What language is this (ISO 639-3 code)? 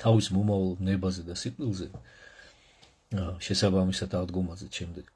kat